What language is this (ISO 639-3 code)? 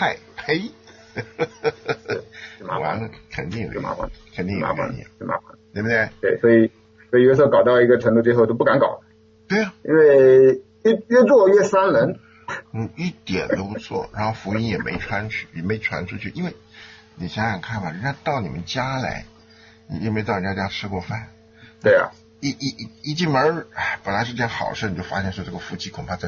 zho